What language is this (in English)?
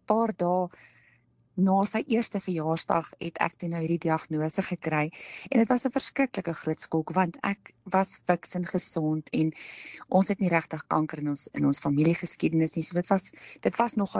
Afrikaans